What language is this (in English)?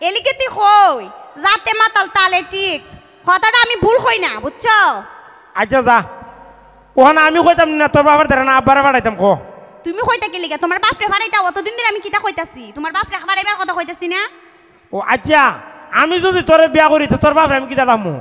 Sylheti